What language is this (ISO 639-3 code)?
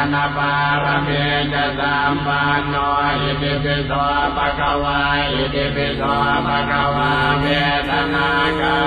pli